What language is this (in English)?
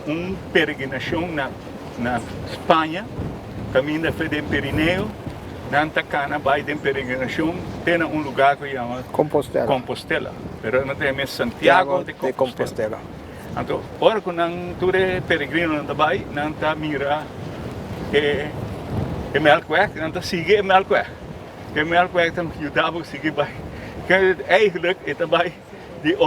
Papiamento